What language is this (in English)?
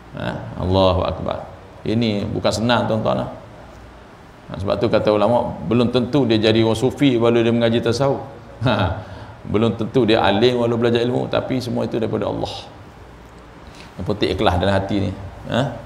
Malay